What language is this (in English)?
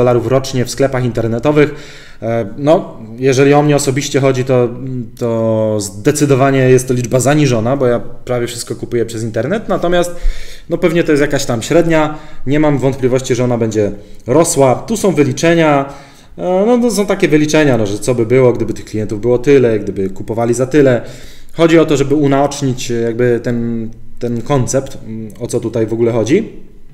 Polish